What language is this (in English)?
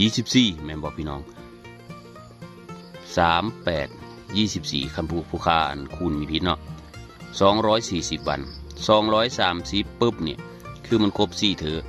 Northeastern Thai